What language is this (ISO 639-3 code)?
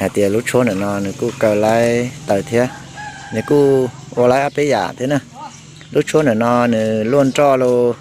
hmn